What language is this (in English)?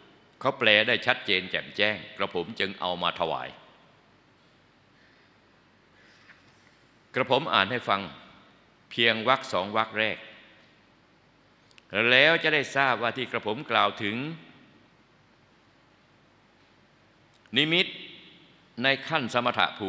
Thai